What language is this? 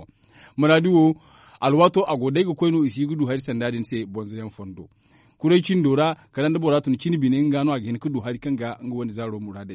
Zarma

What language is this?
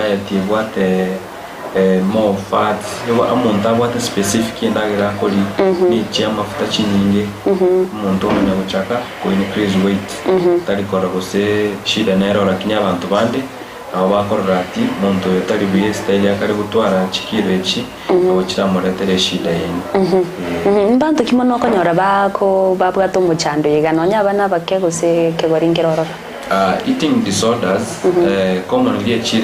Gusii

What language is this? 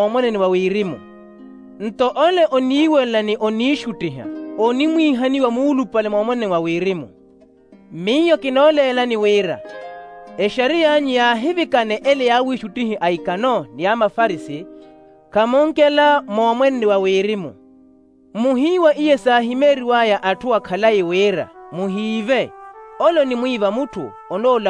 Makhuwa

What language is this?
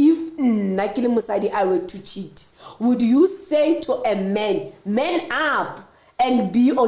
Southern Sotho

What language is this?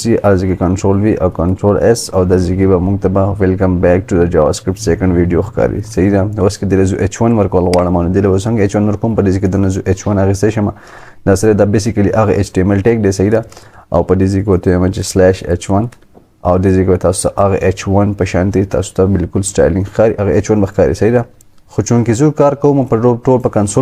Pashto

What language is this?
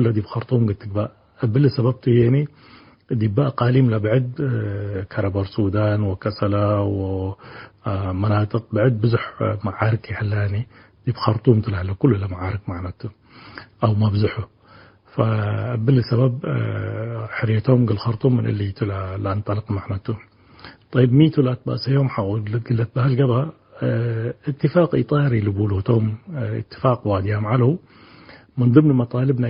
Tigre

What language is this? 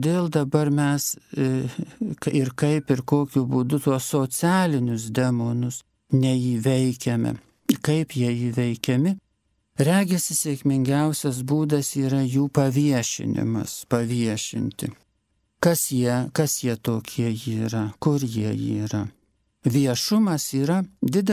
Lithuanian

